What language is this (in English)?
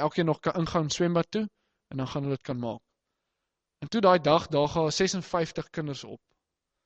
Afrikaans